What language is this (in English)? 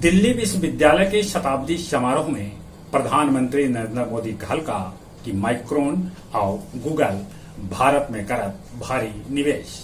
Magahi